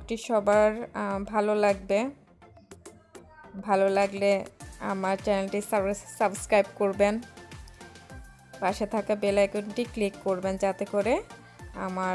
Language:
Bangla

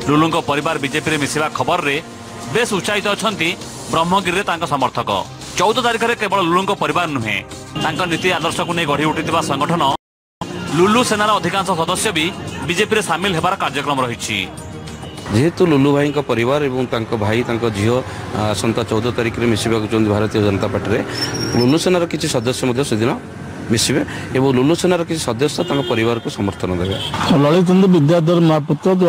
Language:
Odia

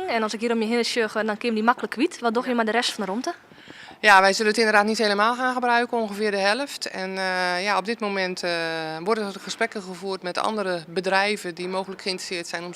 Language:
Western Frisian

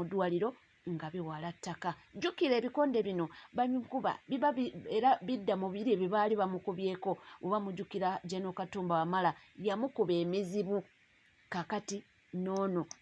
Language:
Ganda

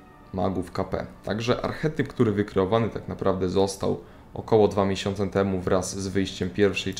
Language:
Polish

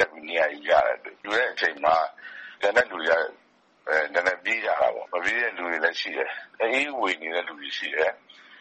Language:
Burmese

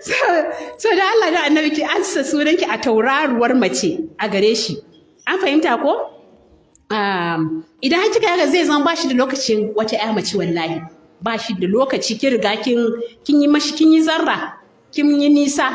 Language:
Hausa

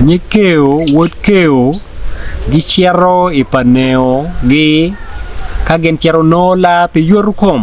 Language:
Acoli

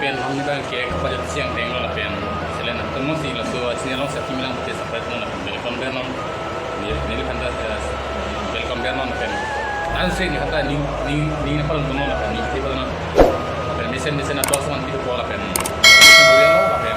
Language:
Karbi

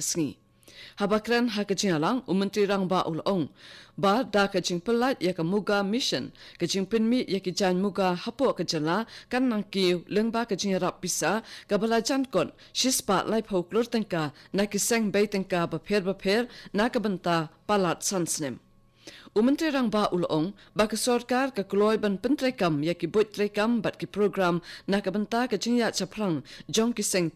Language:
Khasi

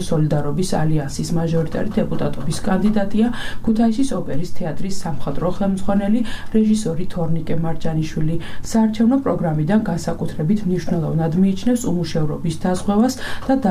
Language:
Georgian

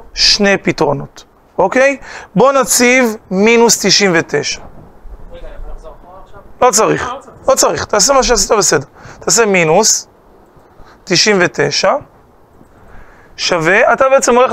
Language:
Hebrew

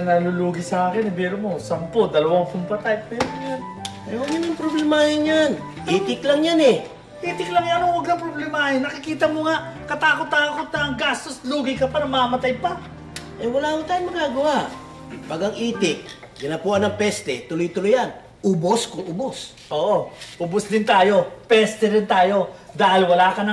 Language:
Filipino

